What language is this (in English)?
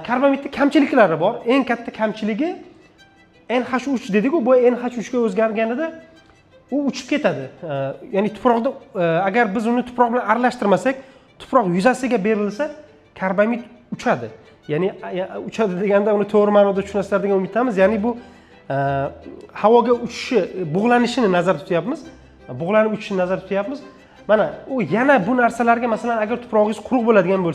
Uzbek